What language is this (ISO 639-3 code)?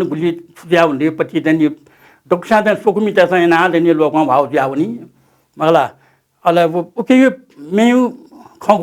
new